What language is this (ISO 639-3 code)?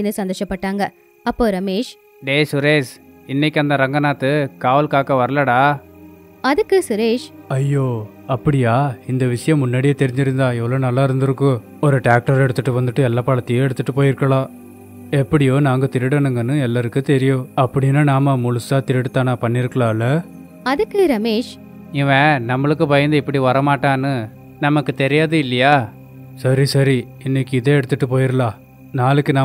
tam